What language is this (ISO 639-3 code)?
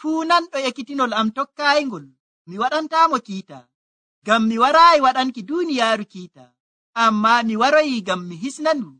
fuv